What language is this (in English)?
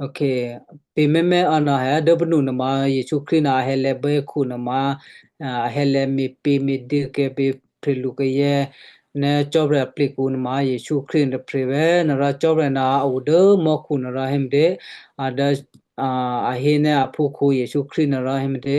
Western Kayah